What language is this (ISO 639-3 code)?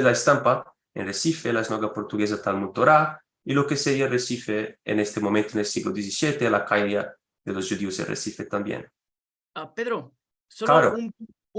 lad